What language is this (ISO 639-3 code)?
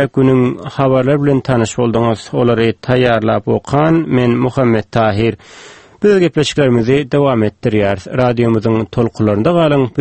tuk